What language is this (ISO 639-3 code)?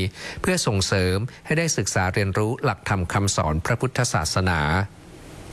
tha